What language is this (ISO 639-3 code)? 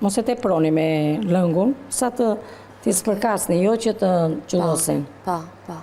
sqi